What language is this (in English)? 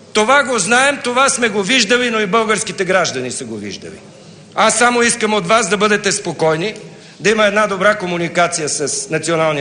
Bulgarian